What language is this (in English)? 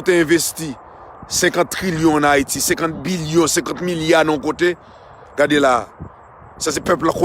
Haitian Creole